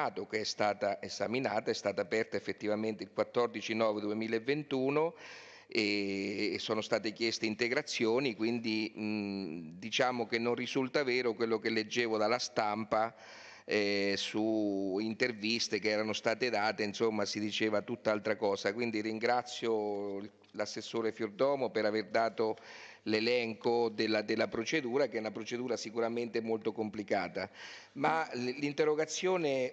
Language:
Italian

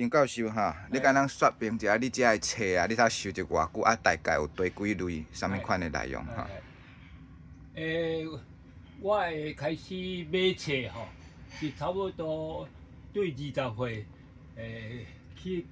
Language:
Min Nan Chinese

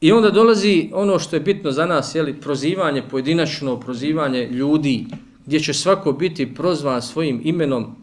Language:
Bosnian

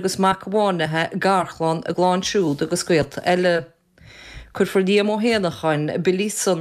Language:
Irish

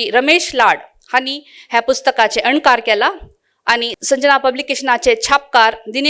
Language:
Konkani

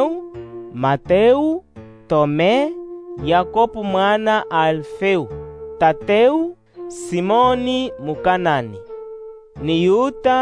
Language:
Makhuwa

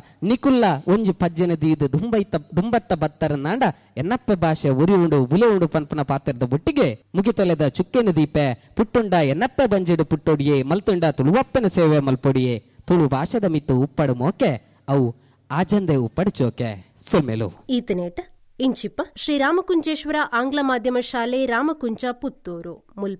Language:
Tulu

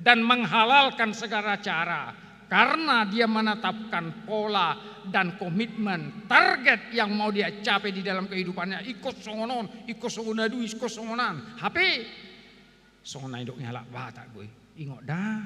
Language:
Batak Toba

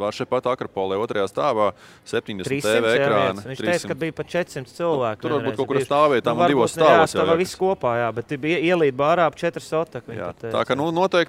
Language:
Latvian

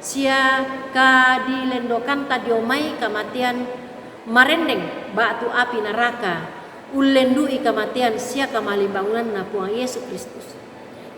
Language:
Toraja-Sa'dan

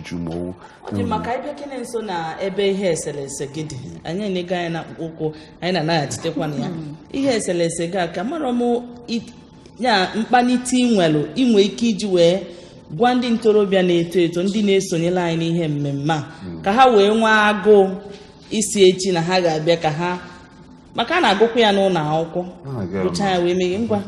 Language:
Igbo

